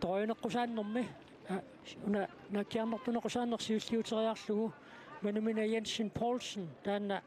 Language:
Kalaallisut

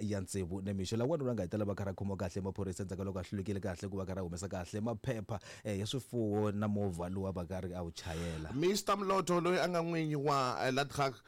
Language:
Tsonga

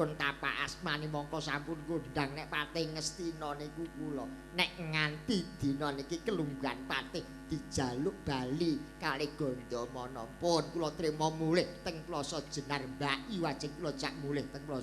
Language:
Javanese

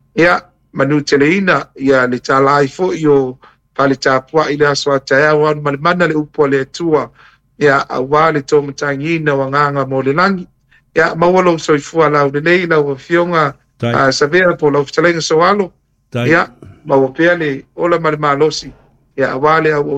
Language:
Samoan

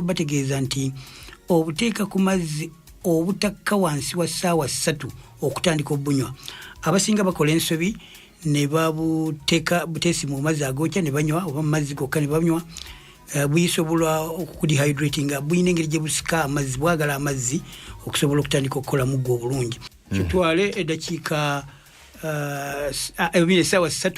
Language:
Ganda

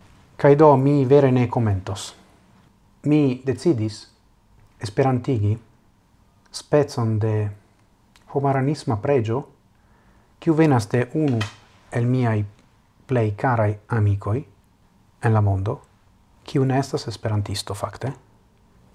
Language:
Esperanto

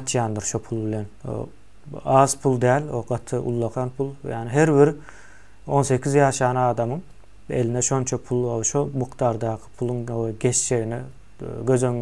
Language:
Turkmen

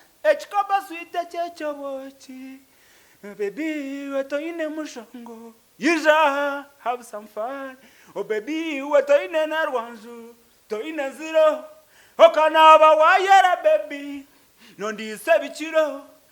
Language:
Nyankole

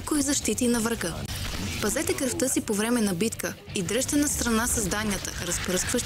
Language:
Bulgarian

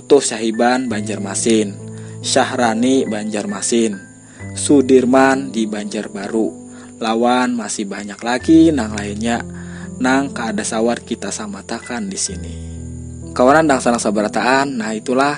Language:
Banjar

